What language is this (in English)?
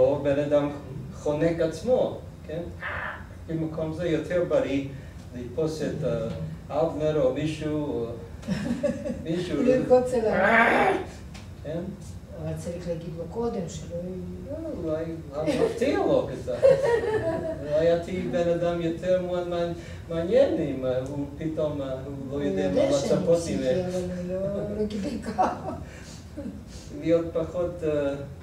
Hebrew